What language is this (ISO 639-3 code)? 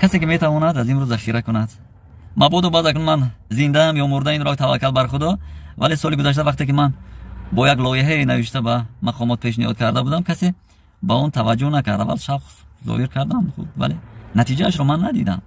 tgk